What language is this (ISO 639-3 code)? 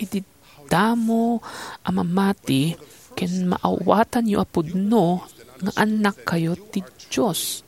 ilo